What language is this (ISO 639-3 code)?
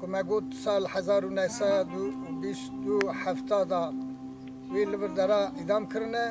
kur